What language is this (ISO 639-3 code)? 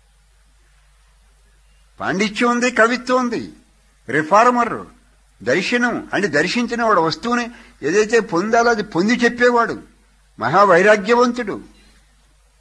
tel